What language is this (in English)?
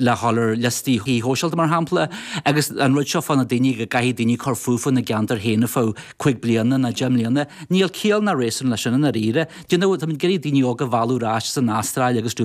Irish